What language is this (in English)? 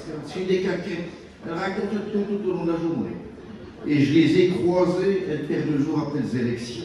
Picard